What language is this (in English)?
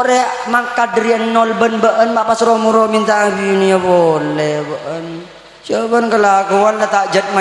Madurese